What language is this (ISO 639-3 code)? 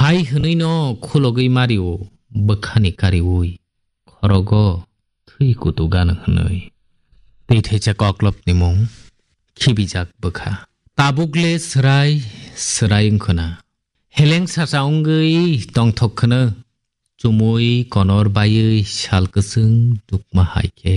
trp